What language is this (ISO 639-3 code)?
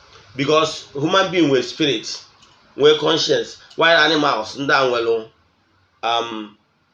ibo